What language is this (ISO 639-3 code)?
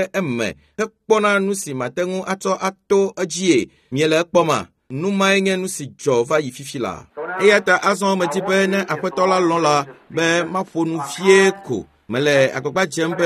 ewe